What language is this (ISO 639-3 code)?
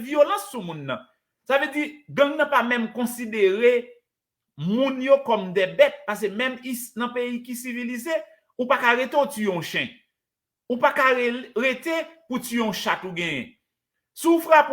hat